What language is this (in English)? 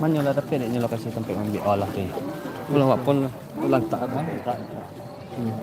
Minangkabau